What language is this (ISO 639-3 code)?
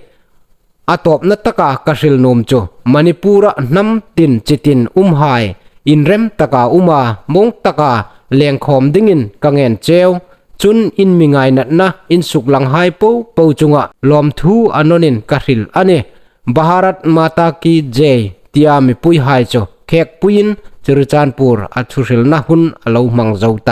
hmr